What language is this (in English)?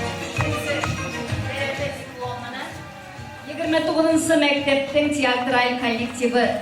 Bashkir